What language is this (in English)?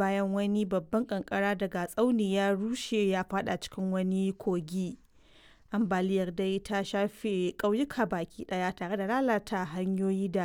Hausa